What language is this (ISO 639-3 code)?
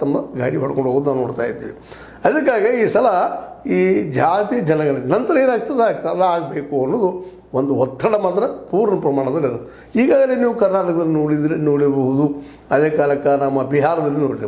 kan